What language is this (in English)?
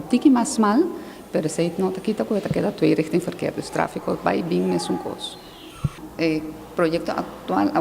Papiamento